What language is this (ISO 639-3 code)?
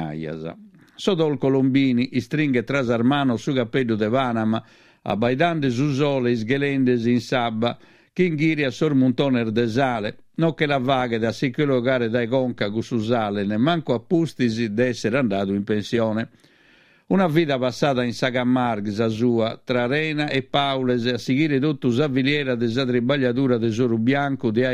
srd